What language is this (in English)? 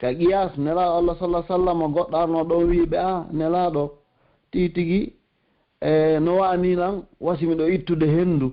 Pular